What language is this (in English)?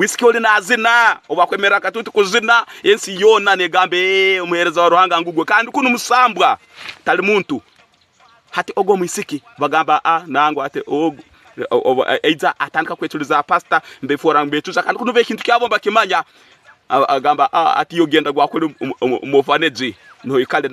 Tooro